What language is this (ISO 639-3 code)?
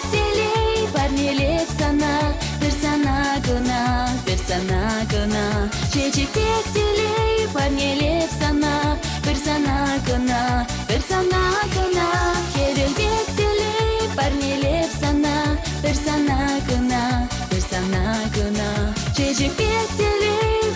chv